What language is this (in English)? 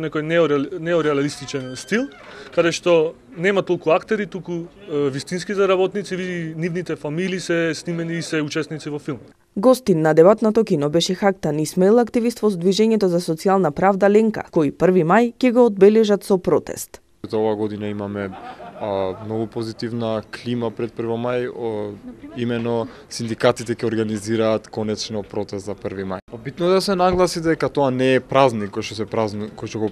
Macedonian